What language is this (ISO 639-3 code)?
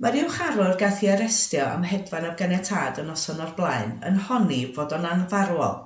cym